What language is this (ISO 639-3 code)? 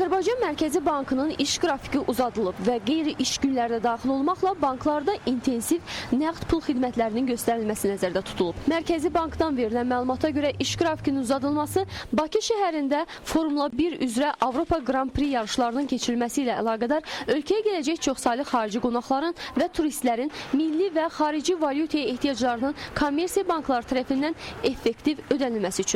aze